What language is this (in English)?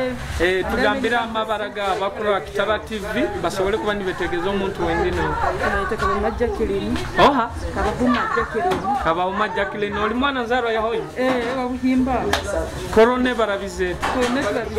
Nyoro